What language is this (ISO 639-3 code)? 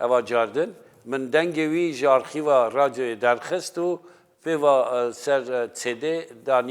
kur